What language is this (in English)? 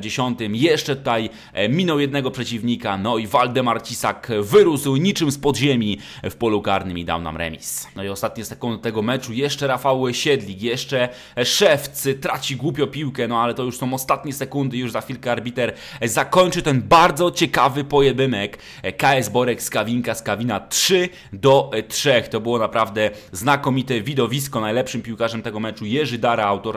Polish